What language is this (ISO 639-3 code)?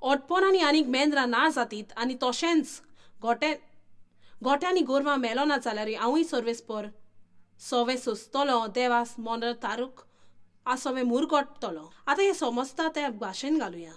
kok